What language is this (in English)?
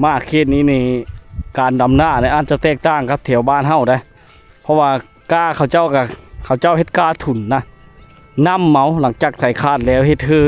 Lao